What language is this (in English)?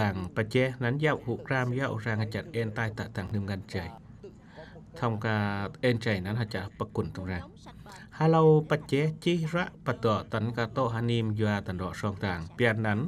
Eastern Cham